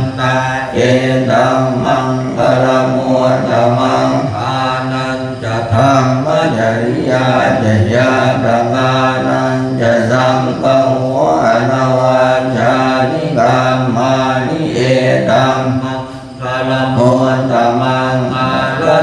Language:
Pali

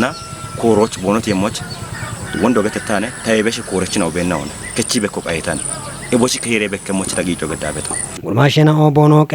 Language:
Kafa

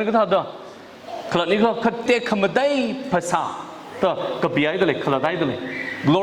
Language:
Tangkhul Naga (India)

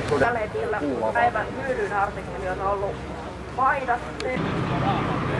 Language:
Finnish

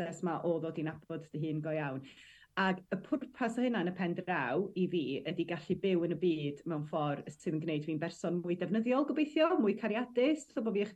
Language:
Welsh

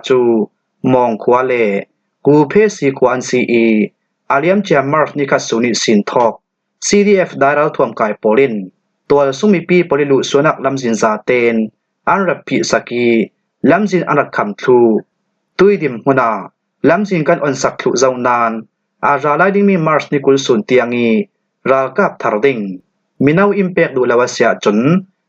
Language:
Falam Chin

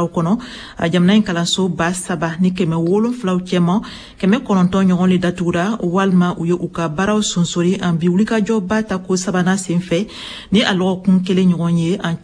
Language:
Bambara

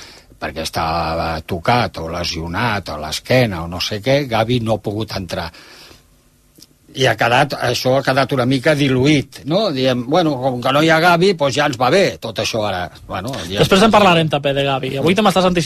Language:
Catalan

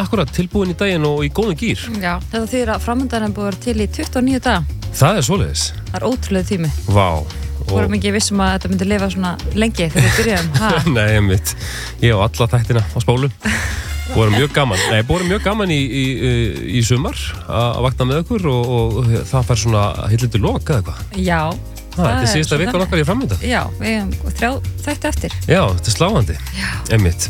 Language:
Icelandic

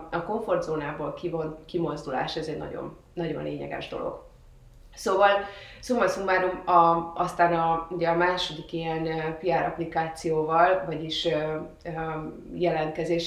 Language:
Hungarian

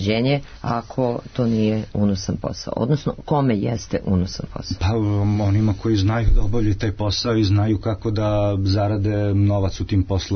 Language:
Serbian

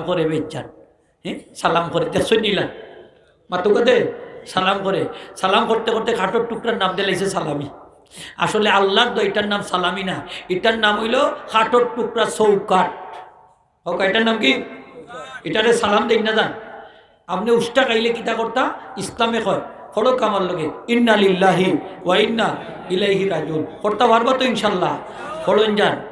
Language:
Sylheti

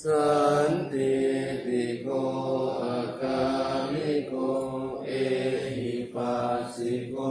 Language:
Pali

